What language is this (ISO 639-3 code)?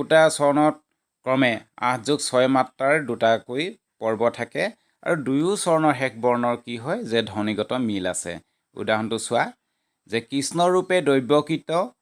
asm